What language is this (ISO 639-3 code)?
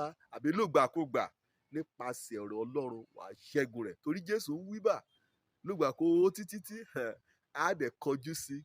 yor